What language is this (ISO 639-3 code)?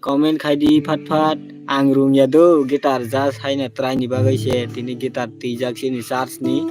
trp